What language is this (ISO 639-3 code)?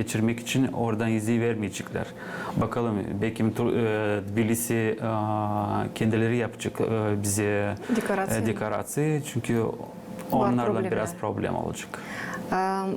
gag